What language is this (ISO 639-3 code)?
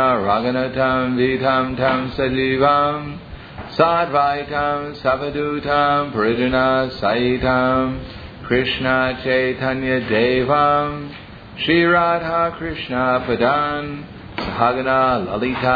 eng